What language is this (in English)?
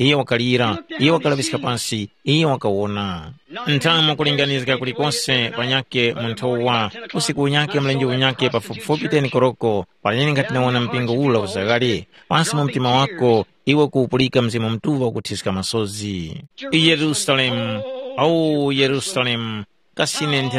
Tumbuka